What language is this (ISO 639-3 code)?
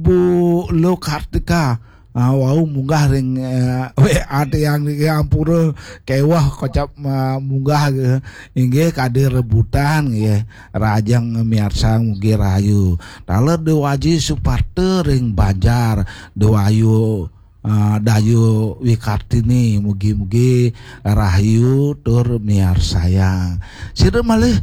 ban